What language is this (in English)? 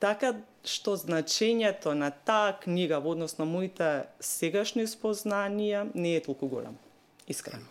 Macedonian